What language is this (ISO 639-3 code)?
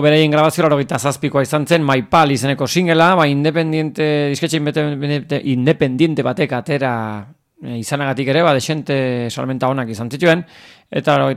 eus